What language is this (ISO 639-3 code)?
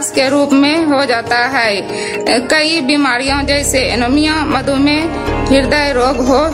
hin